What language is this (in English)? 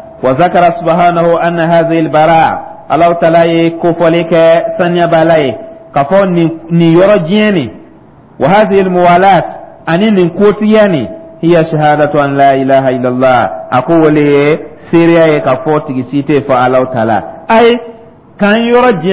Dyula